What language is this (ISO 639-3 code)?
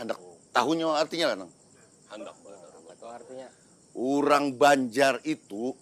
bjn